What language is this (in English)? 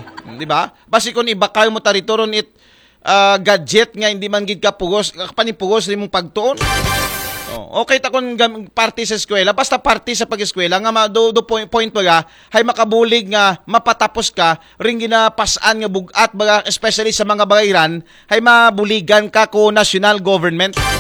Aklanon